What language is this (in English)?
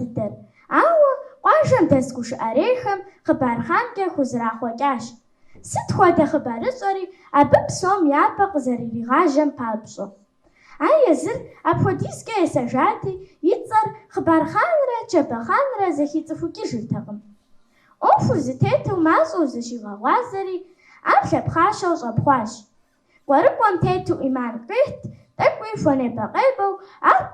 Kabardian